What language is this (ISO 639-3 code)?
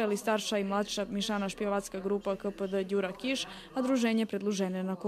rue